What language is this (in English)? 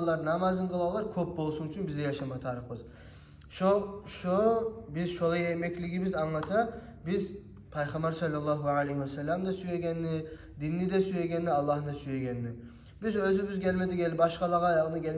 Kumyk